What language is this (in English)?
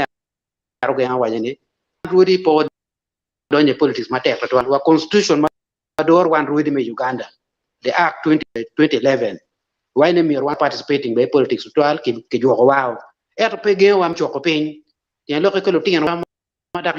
Acoli